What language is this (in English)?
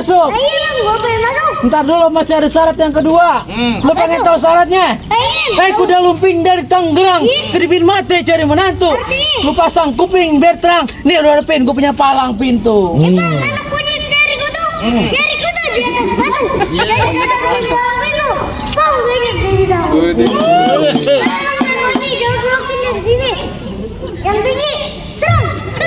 Betawi